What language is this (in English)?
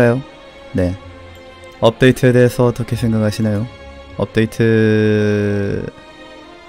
Korean